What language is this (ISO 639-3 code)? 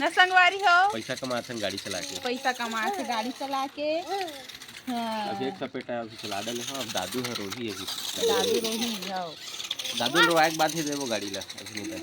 hne